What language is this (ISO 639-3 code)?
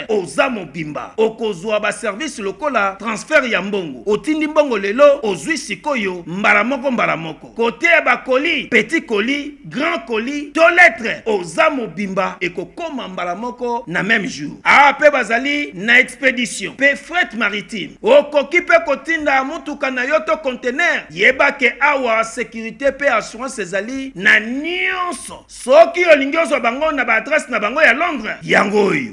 lin